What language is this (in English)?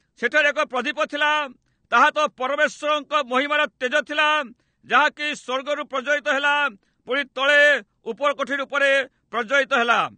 Odia